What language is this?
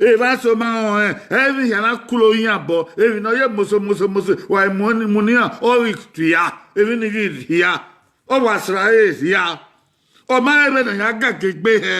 Bini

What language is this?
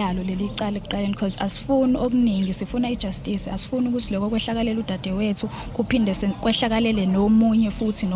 Zulu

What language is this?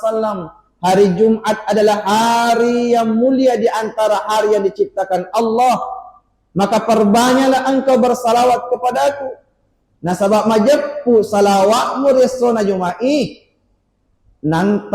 Buginese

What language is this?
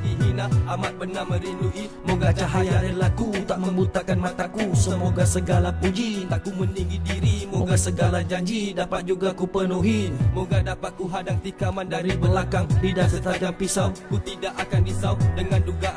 Malay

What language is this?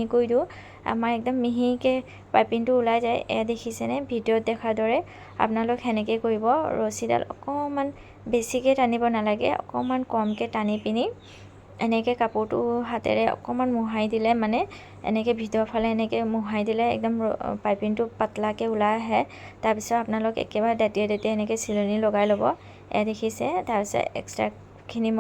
Assamese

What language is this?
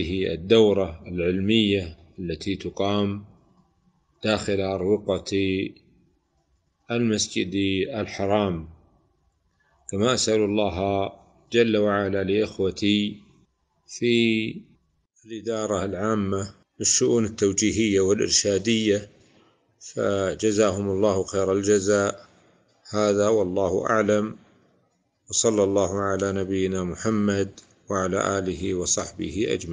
Arabic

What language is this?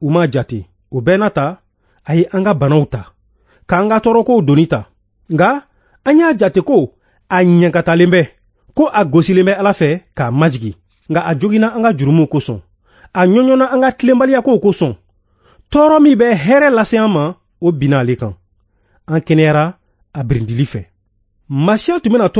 Bambara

